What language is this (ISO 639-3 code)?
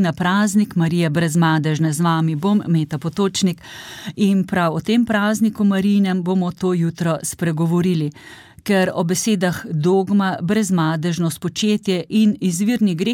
slv